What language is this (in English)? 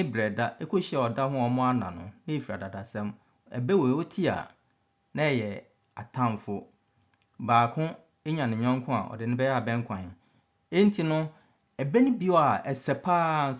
Akan